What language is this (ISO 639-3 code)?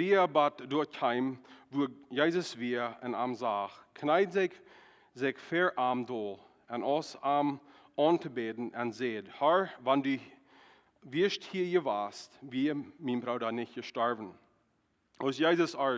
pdt